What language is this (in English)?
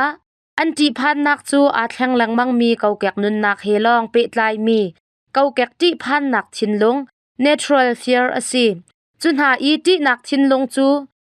Hakha Chin